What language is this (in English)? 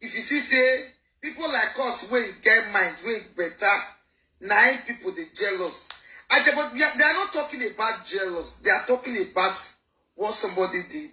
Nigerian Pidgin